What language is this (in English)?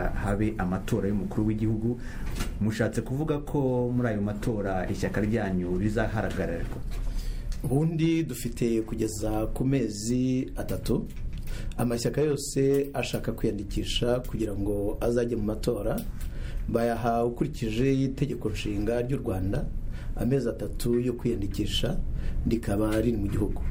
Kinyarwanda